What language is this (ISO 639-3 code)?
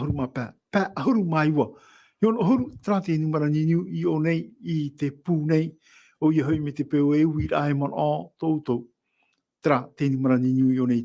tah